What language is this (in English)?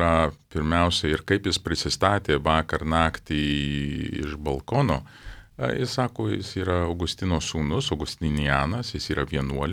Lithuanian